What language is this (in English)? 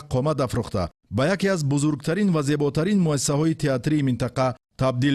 Tajik